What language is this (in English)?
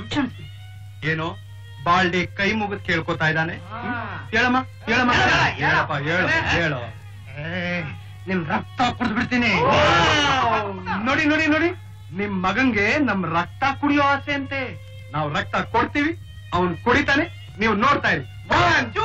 Kannada